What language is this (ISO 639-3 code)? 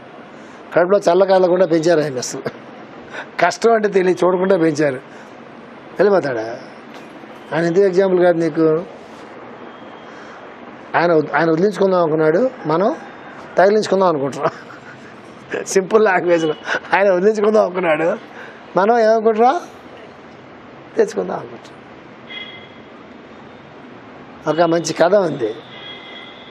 tel